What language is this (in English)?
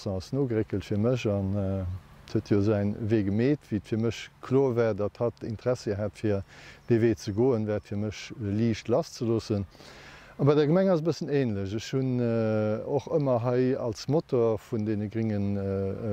Luxembourgish